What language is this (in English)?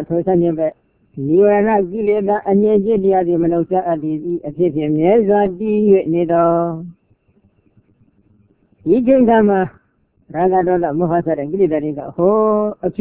Burmese